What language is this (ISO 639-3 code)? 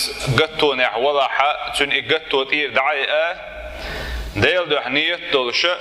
che